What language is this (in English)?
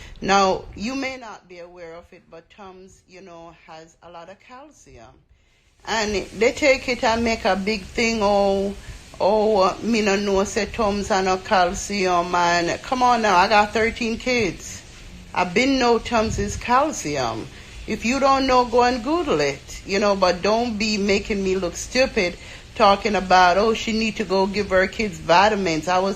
Jamaican Creole English